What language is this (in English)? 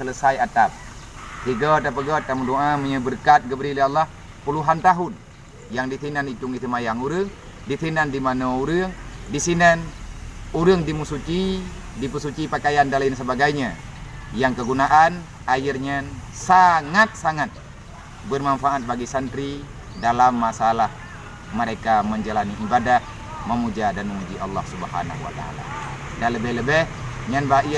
Achinese